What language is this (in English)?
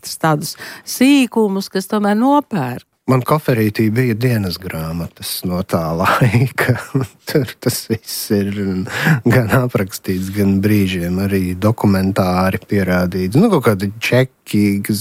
Latvian